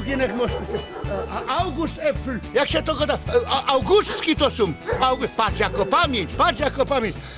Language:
Silesian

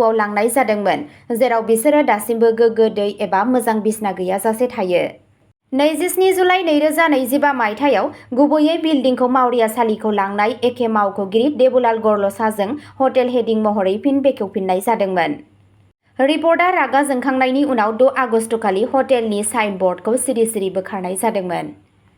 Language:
Bodo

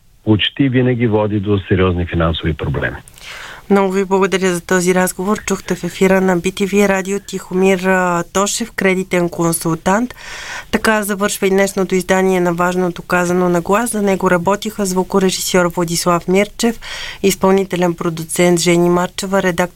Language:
Bulgarian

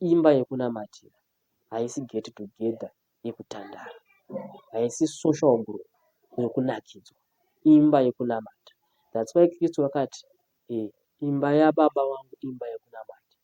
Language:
Shona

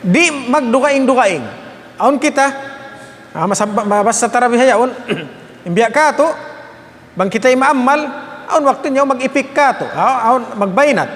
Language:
Tausug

